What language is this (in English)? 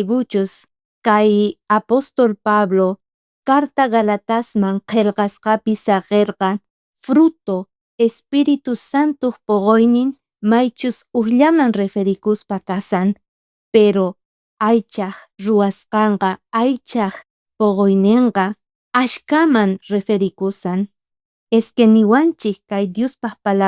South Bolivian Quechua